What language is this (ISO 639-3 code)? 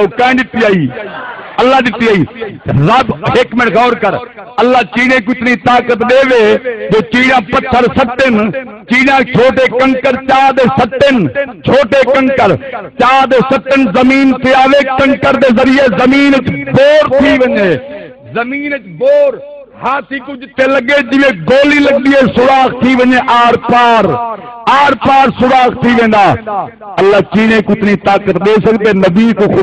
skr